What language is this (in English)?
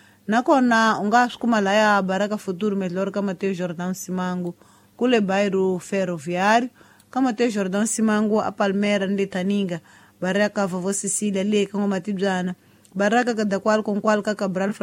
Tsonga